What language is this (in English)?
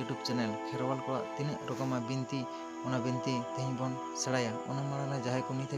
Santali